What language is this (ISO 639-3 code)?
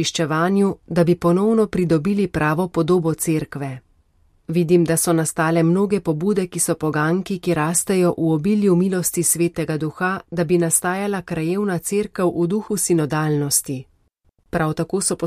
slv